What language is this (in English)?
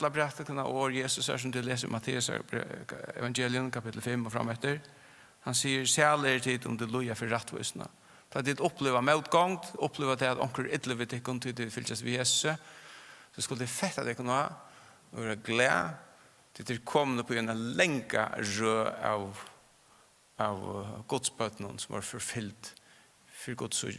Faroese